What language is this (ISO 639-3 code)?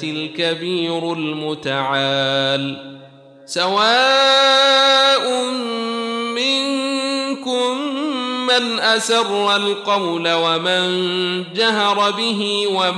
ara